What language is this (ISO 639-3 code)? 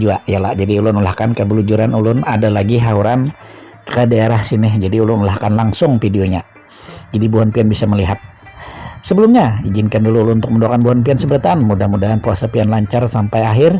bjn